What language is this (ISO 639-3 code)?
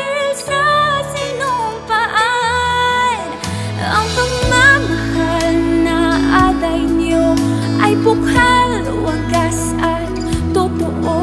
fil